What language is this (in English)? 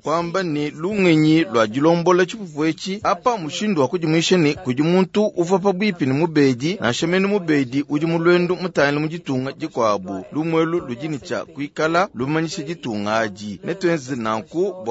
Luba-Lulua